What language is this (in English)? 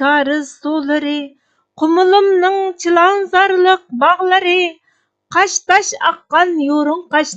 Uyghur